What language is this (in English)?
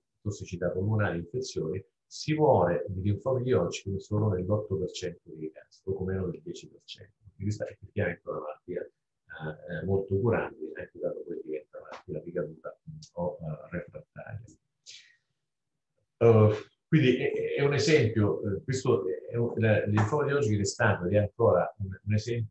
Italian